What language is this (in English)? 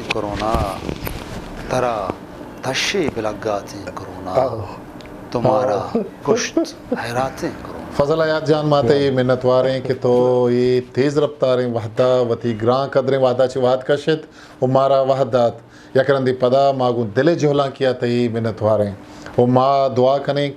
Eastern Balochi